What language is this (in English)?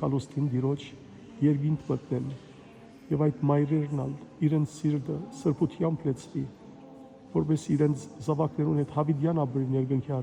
Western Armenian